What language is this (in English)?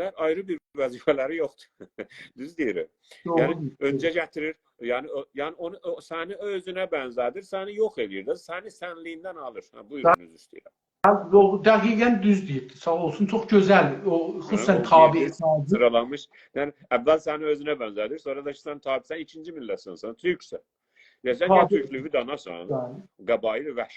South Azerbaijani